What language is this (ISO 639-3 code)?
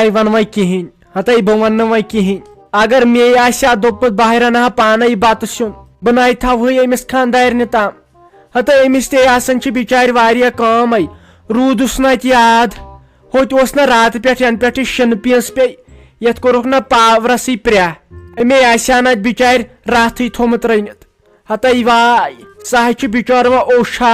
kas